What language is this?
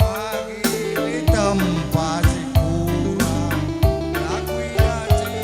Batak Karo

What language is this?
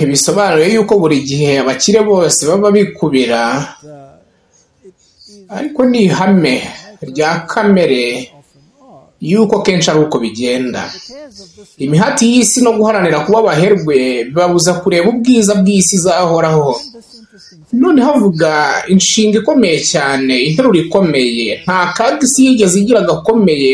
Kinyarwanda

